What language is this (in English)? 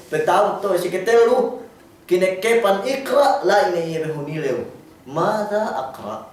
Yakan